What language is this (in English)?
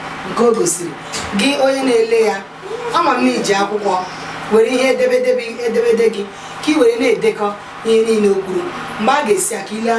Igbo